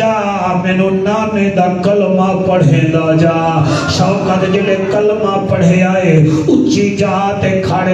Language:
Saraiki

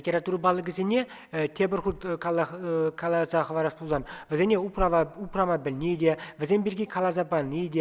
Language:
Chuvash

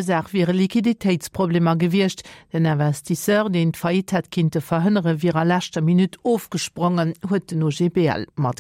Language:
Luxembourgish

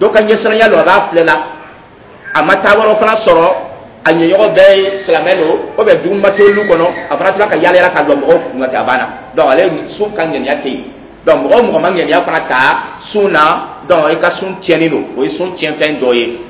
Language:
Dyula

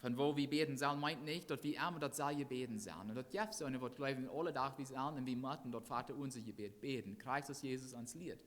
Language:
Plautdietsch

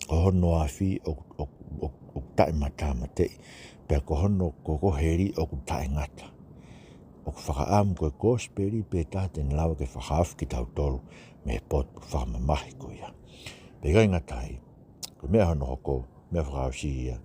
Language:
Tongan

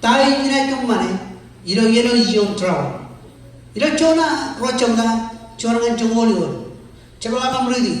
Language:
Marshallese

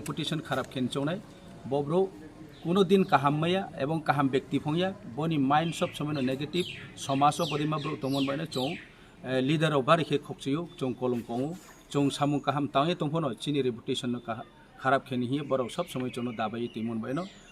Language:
Riang (India)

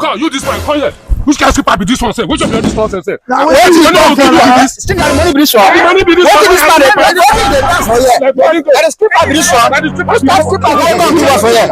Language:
Nigerian Pidgin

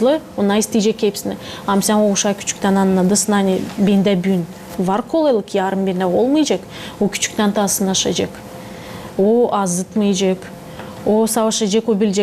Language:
Gagauz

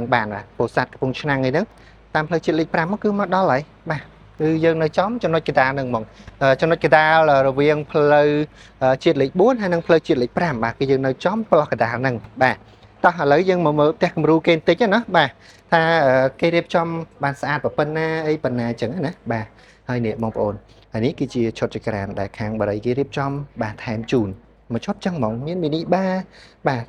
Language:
Khmer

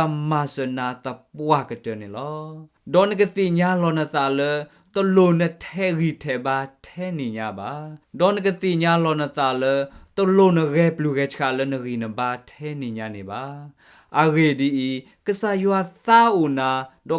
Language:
S'gaw Karen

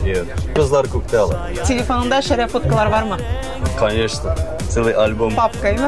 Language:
Tatar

